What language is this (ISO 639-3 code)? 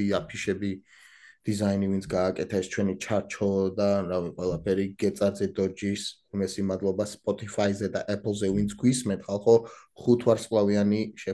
kat